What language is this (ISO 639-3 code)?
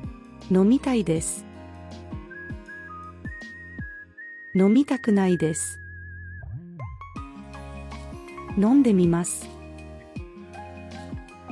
jpn